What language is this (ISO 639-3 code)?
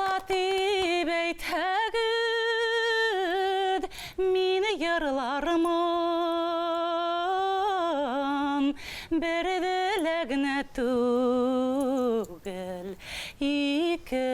bak